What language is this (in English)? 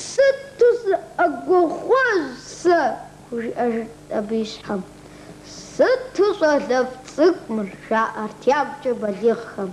Kabardian